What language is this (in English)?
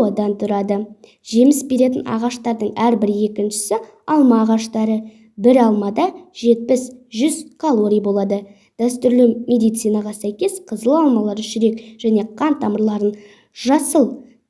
Kazakh